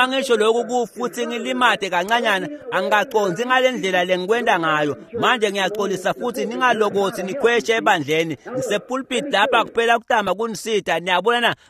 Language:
Swati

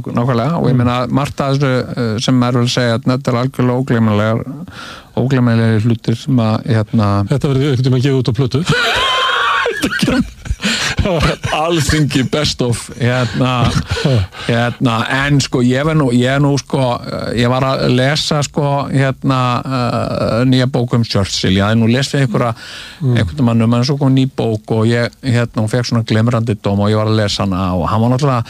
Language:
Icelandic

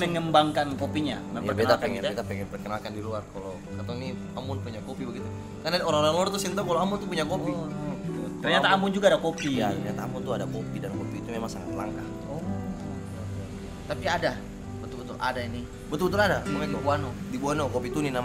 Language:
Ambonese Malay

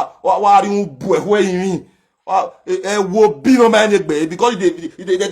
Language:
Nigerian Pidgin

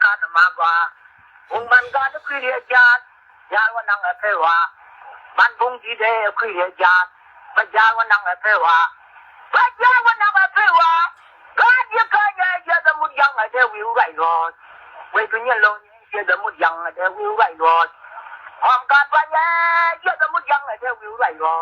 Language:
Nuer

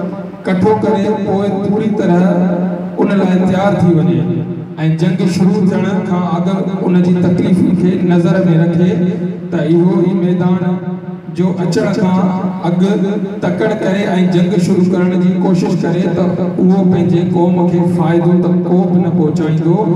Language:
Sindhi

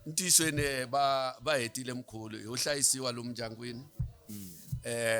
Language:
Tsonga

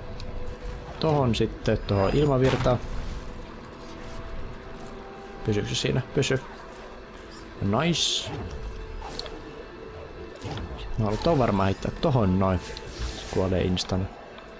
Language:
Finnish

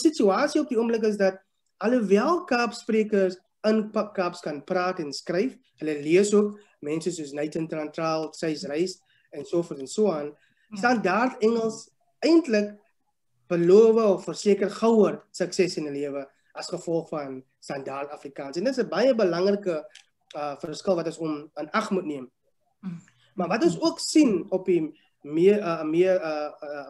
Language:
Afrikaans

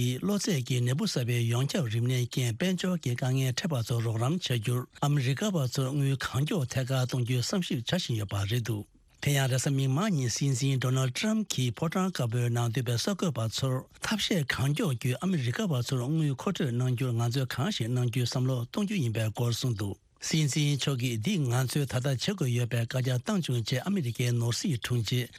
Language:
Tibetan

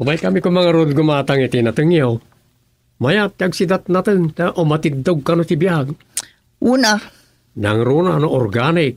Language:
Iloko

